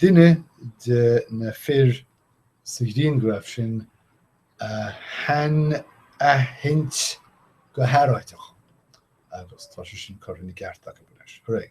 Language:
Irish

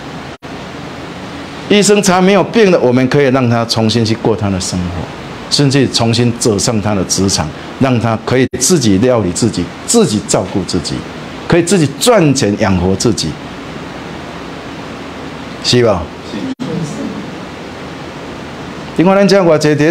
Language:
Min Nan Chinese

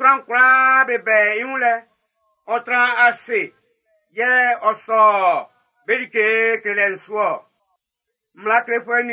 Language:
Baoulé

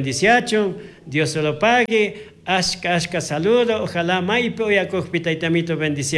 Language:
Chimborazo Highland Quichua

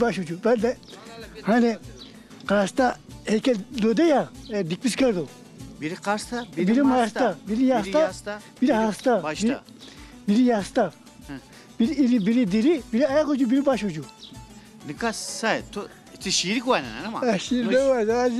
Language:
Zaza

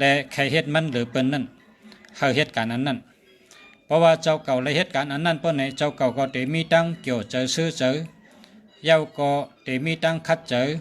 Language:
Shan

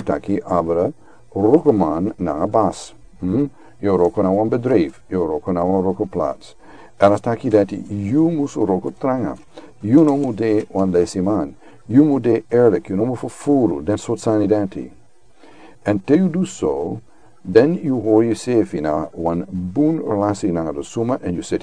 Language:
Sranan Tongo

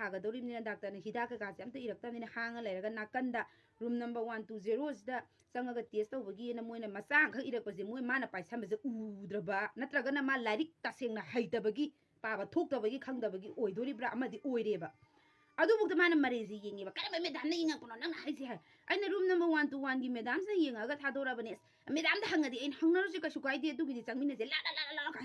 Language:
Manipuri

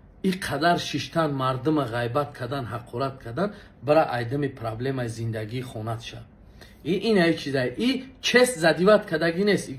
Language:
Tajik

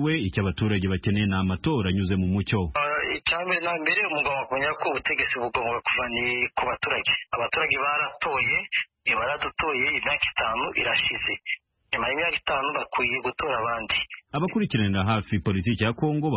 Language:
Kinyarwanda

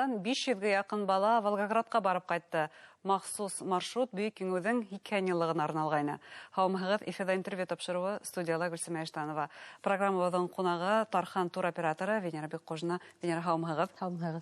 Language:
Bashkir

